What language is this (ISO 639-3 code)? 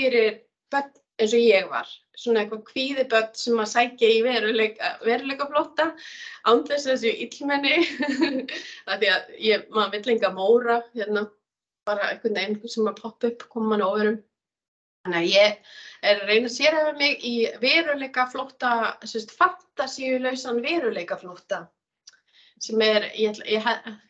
isl